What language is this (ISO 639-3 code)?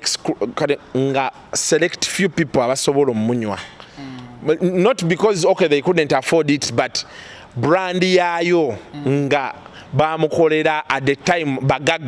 lug